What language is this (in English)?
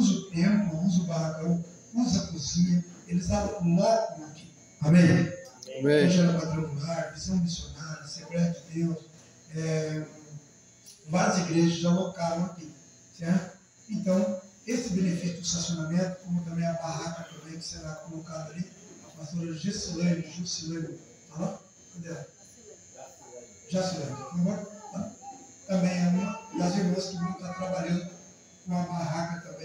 Portuguese